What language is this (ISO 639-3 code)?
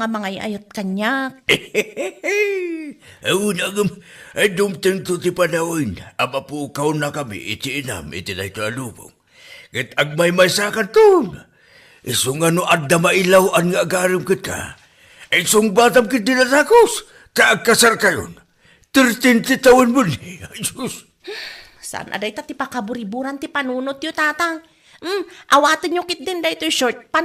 ilo